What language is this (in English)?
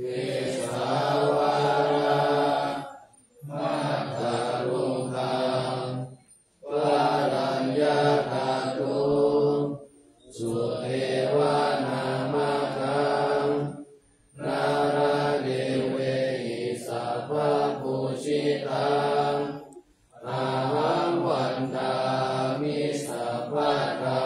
Pali